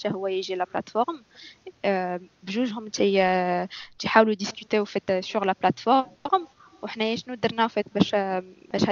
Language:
Moroccan Arabic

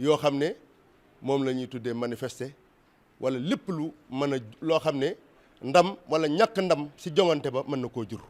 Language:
Wolof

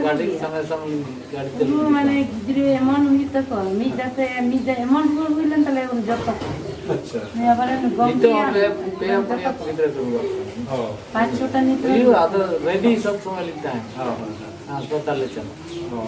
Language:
Santali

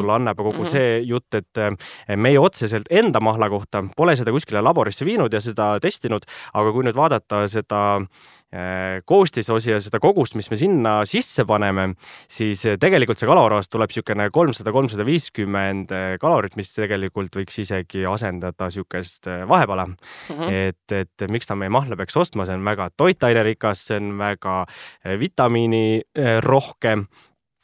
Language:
Estonian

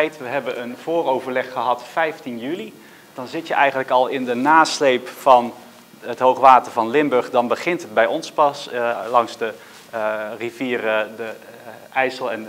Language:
Dutch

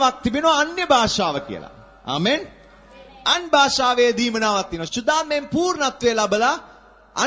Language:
Sinhala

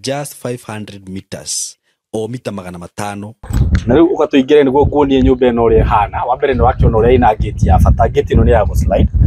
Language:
Kikuyu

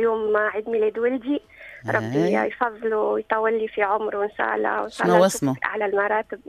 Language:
Tunisian Arabic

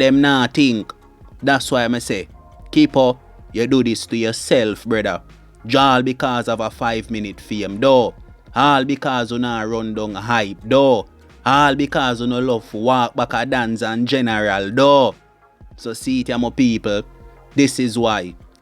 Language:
Jamaican Creole English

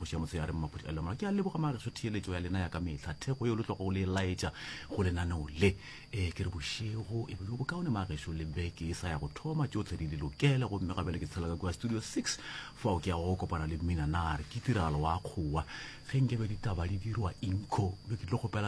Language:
Northern Sotho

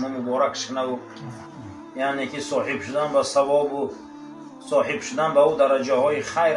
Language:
Tajik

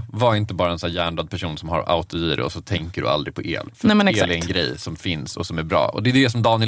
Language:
Swedish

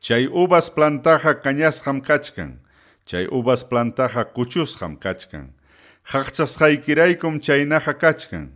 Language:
Ayacucho Quechua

